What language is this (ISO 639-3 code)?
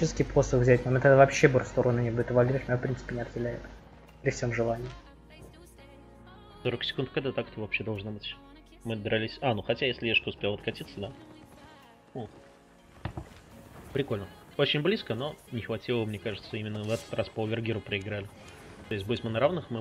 rus